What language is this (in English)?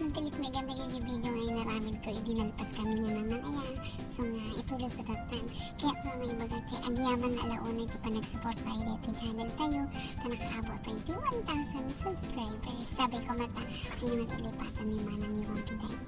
Iloko